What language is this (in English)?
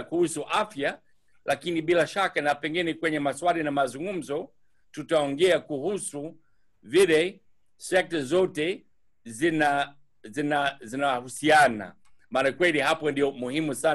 Swahili